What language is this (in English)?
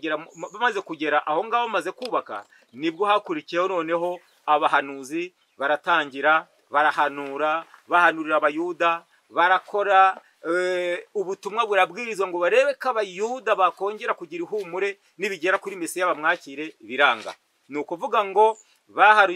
Kinyarwanda